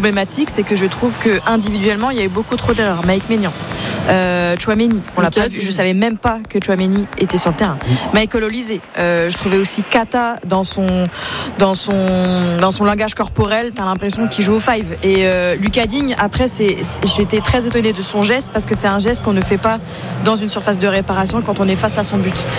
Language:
French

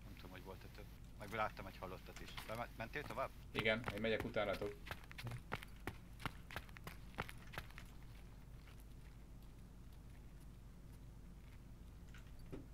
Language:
Hungarian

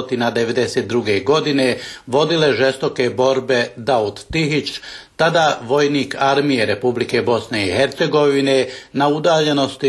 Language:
Bosnian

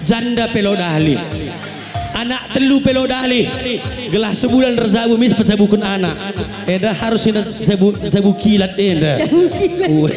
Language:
Batak Karo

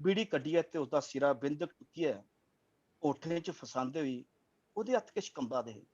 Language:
Dogri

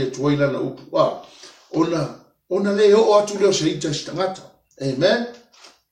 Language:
Samoan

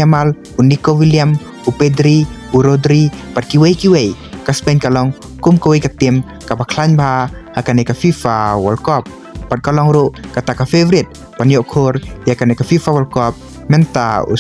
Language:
Khasi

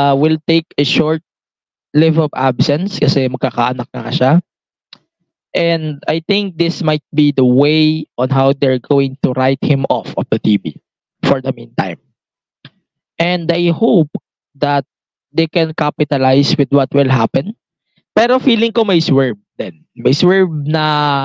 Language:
Filipino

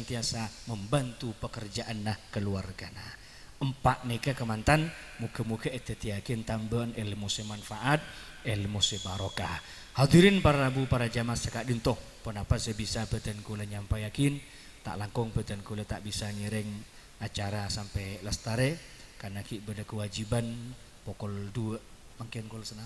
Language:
Madurese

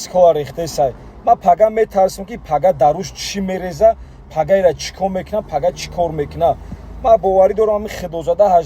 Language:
Tajik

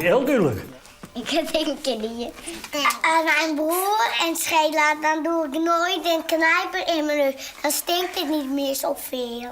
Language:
Western Frisian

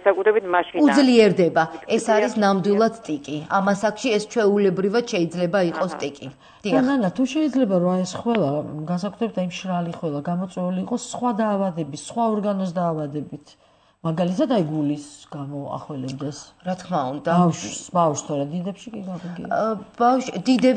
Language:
Georgian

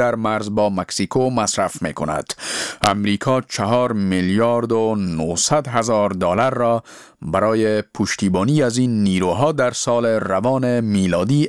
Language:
Persian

